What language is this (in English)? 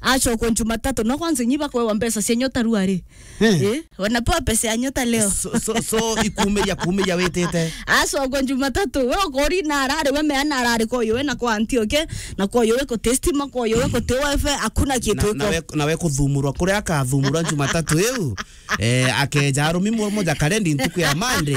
Meru